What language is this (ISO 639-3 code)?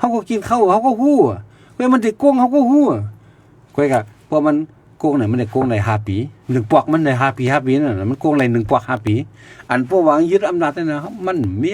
shn